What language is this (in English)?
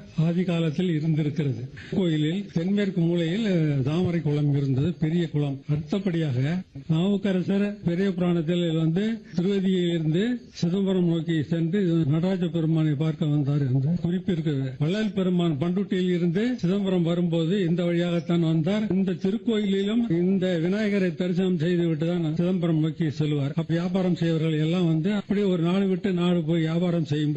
Tamil